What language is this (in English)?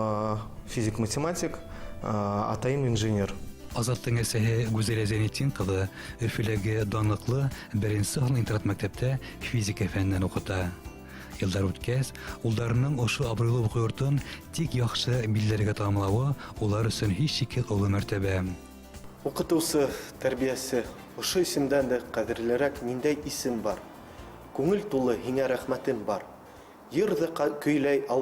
Bashkir